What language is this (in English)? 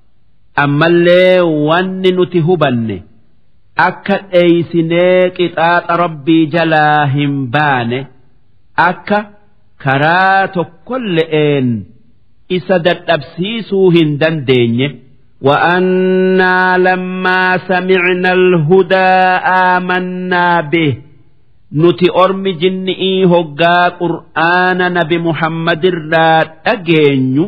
Oromo